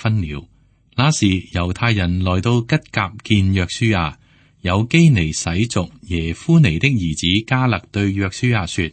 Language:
Cantonese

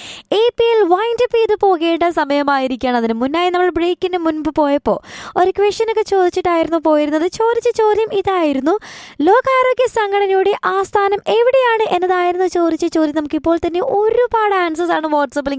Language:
Malayalam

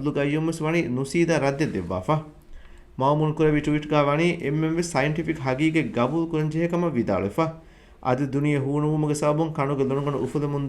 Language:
Divehi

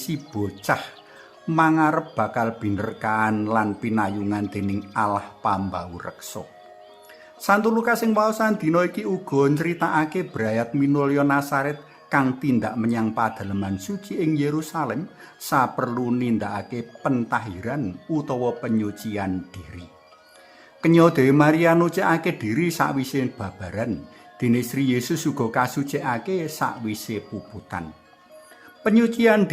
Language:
Javanese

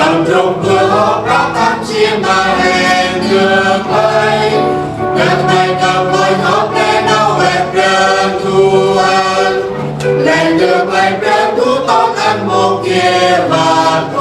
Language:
Central Mnong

